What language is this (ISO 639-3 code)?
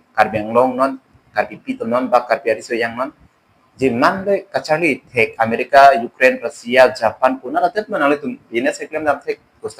mjw